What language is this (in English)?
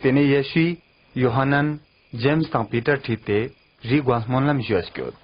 Ladakhi